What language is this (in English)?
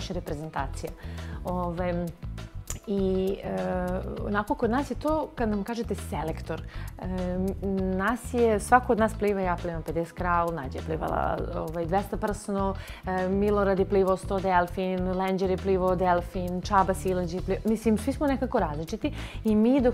Serbian